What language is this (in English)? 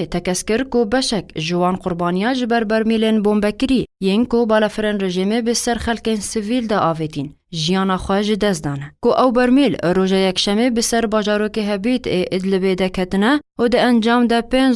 Kurdish